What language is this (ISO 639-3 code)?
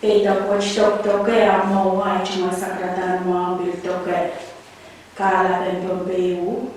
pon